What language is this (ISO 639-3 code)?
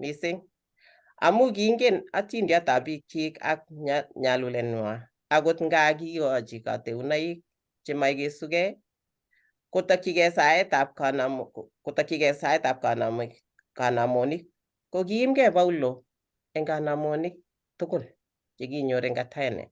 kln